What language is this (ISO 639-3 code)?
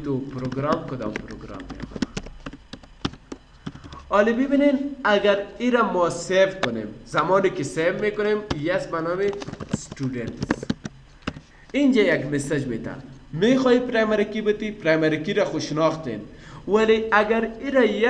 fas